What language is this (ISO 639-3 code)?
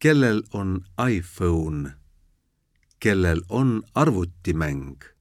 est